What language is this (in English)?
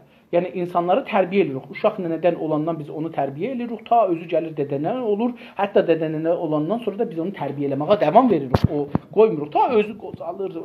South Azerbaijani